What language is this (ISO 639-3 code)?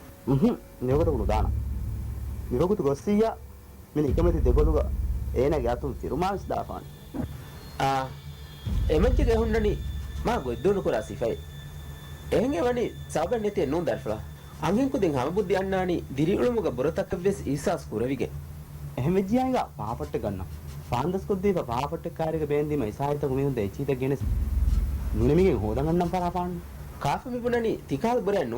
div